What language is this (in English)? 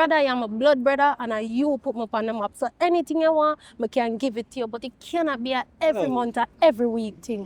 Jamaican Creole English